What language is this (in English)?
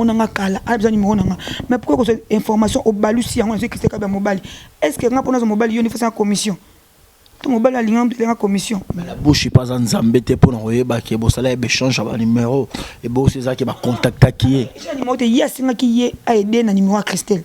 Lingala